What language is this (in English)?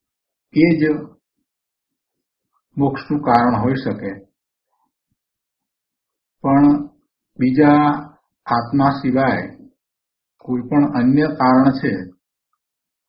Gujarati